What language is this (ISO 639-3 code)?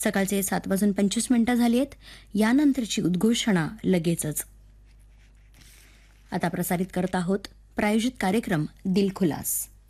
mar